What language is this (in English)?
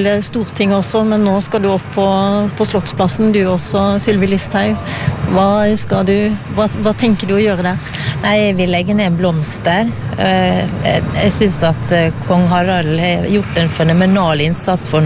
Norwegian